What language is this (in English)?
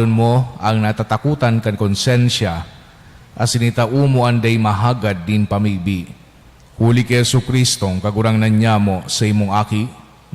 Bikol